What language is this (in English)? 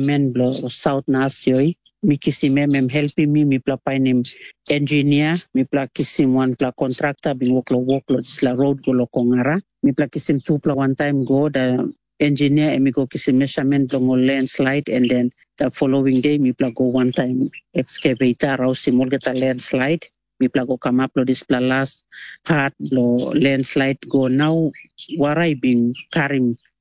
Tok Pisin